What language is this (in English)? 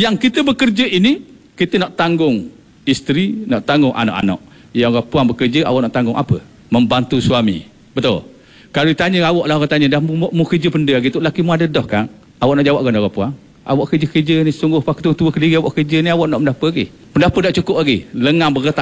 Malay